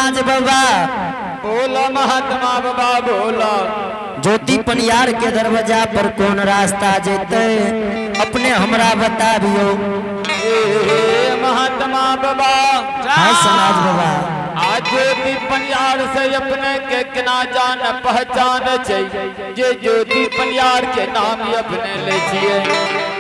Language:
Angika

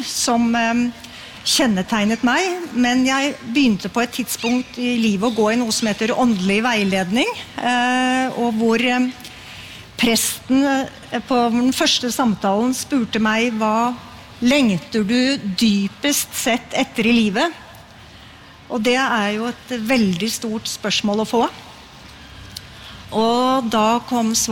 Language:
Norwegian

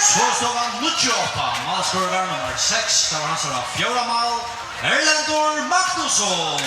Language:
Faroese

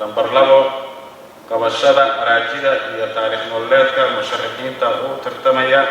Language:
Somali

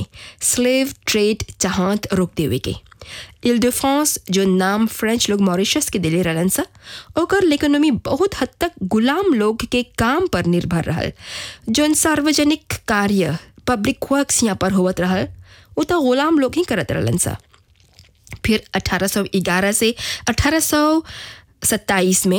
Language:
Bhojpuri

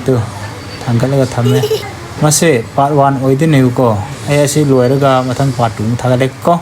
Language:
Manipuri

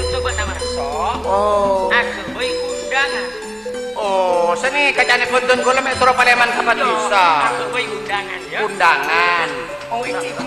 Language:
Madurese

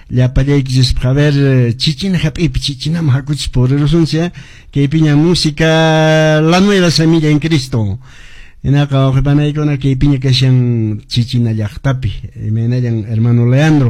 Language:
Quechua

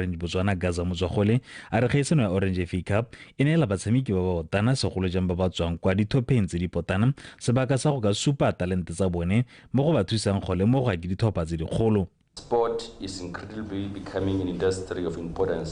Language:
Tswana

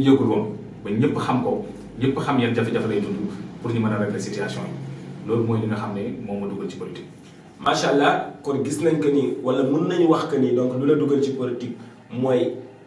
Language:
Wolof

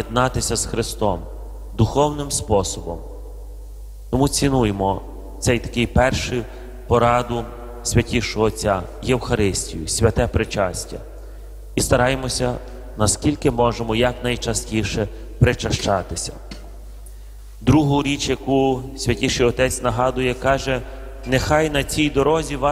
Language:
Ukrainian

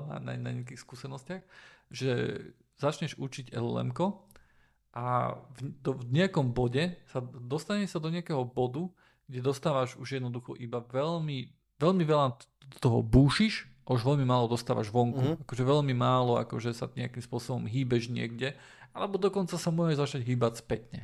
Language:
Slovak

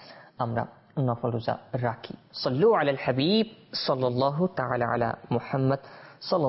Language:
Bangla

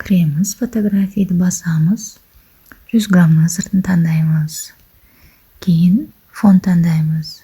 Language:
Kazakh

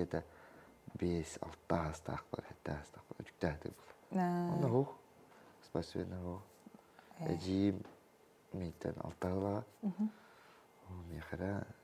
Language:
Yakut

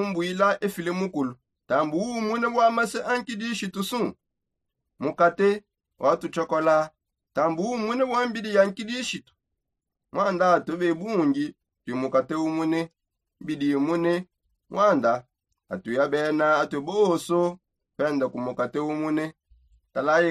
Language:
Songe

